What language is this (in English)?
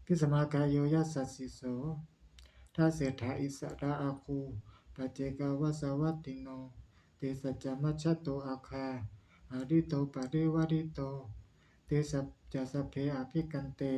Pali